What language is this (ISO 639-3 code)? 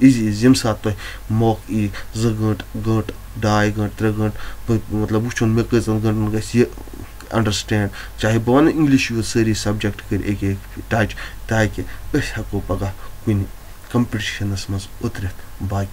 kas